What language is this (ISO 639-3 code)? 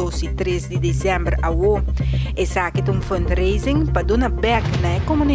pap